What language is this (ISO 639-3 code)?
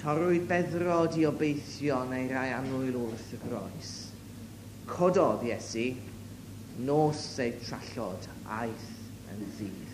cym